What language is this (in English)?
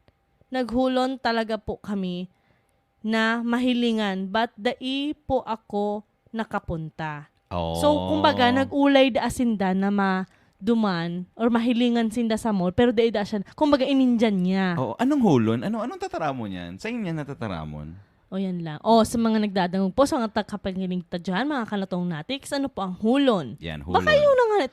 Bikol